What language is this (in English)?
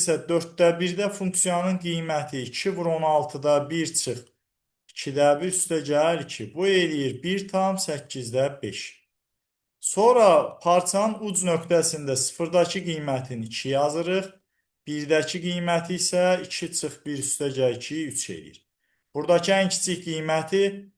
Azerbaijani